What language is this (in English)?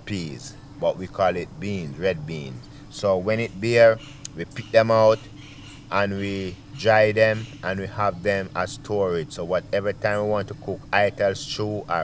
Jamaican Creole English